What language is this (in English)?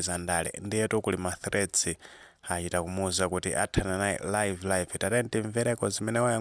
Nyanja